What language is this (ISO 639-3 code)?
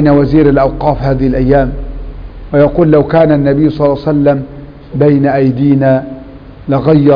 ara